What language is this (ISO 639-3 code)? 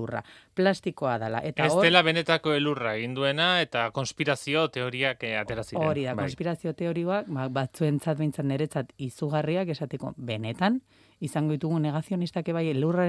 eus